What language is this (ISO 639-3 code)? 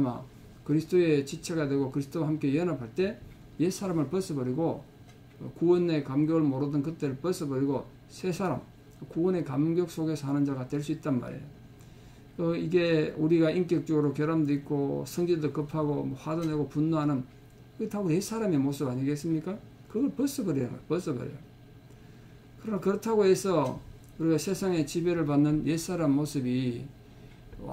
kor